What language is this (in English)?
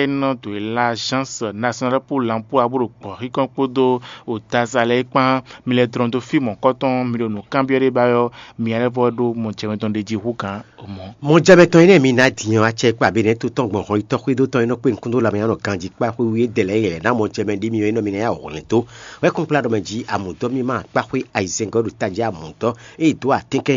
Fon